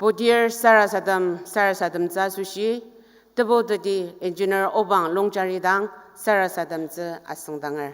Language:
Ao Naga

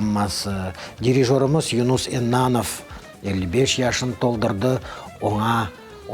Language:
Crimean Tatar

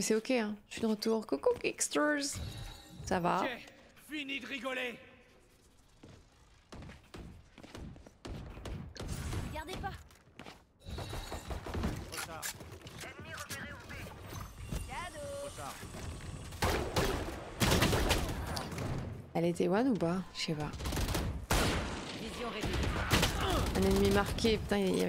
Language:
French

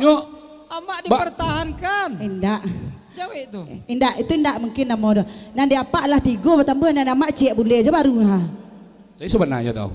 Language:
Minangkabau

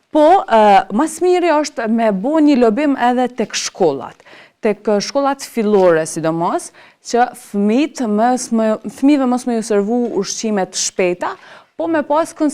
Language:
Albanian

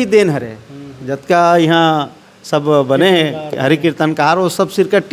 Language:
Chhattisgarhi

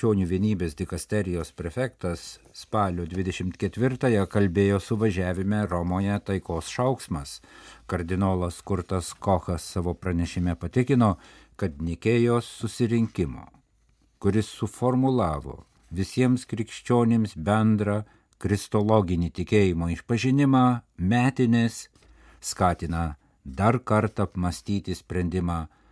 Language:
Lithuanian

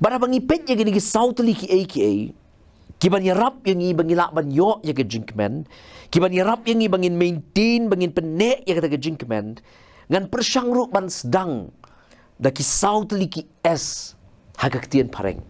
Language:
Khasi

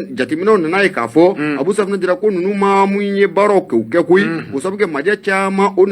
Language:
Bambara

